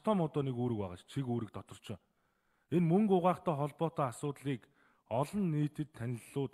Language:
Mongolian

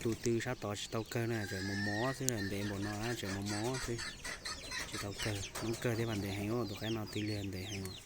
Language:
Hmong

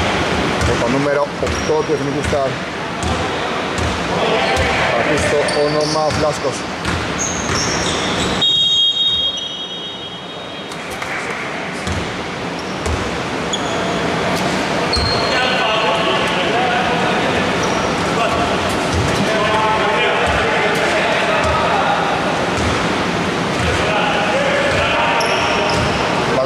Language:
Greek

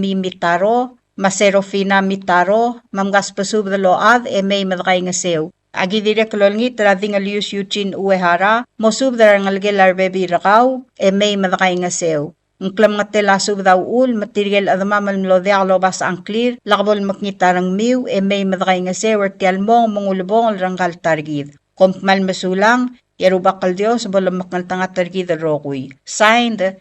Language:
Palauan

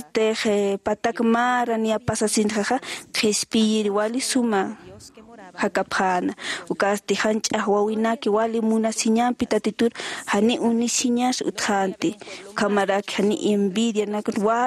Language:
Aymara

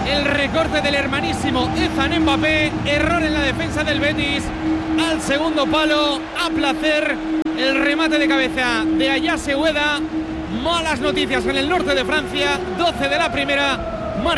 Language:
Spanish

